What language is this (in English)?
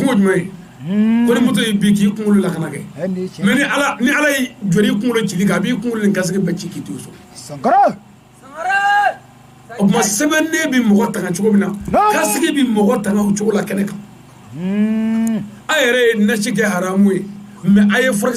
Bambara